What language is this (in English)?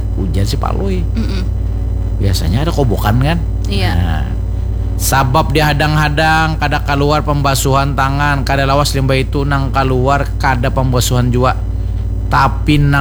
Banjar